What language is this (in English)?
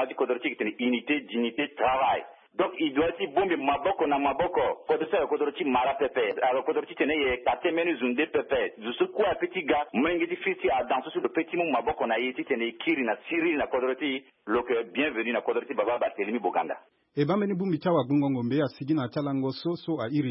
Sango